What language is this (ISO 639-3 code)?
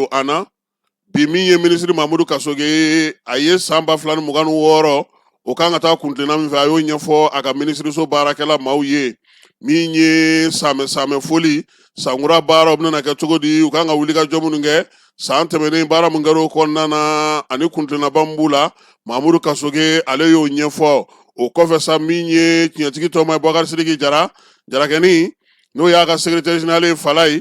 bam